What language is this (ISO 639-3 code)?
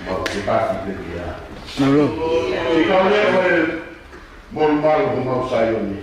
ton